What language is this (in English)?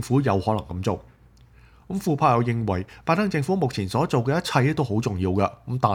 Cantonese